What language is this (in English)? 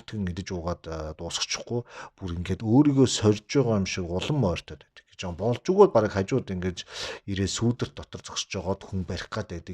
Mongolian